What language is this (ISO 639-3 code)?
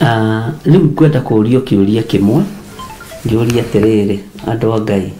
kik